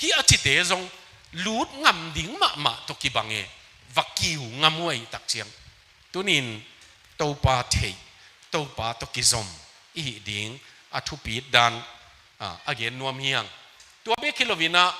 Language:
Tedim Chin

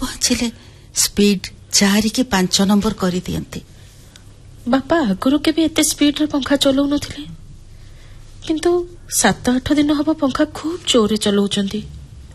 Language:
Odia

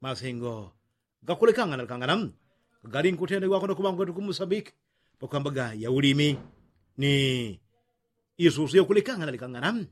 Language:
Yao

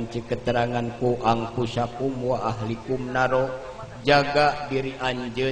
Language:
Sundanese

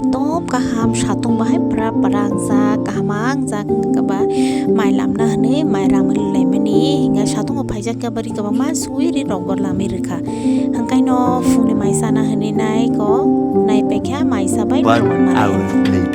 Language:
Kok Borok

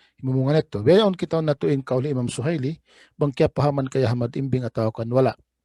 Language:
Tausug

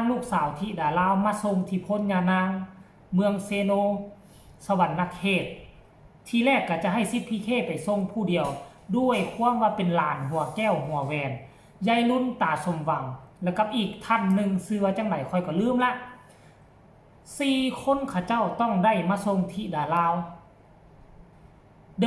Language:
Lao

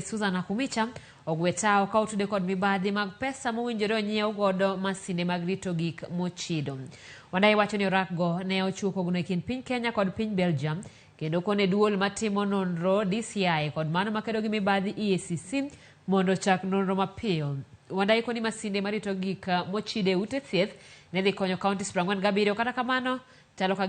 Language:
Luo (Kenya and Tanzania)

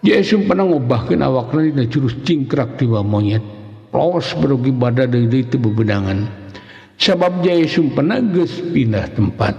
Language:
Sundanese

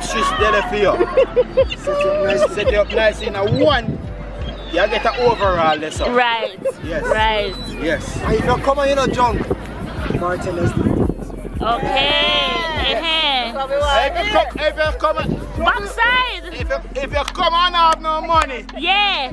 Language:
Jamaican Creole English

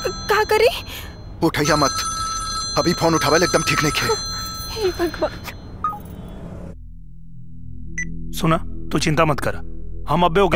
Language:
Bhojpuri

